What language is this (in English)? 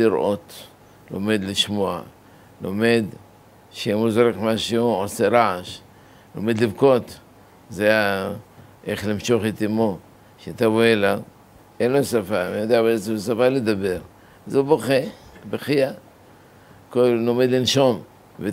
Hebrew